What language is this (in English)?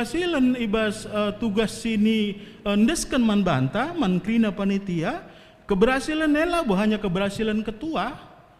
Batak Karo